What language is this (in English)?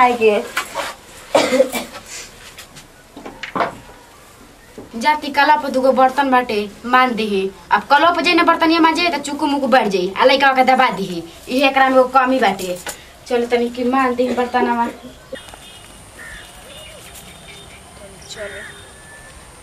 Bhojpuri